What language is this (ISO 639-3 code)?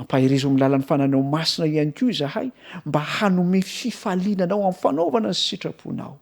mlg